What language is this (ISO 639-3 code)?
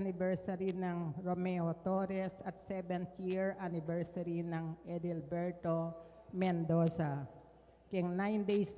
pam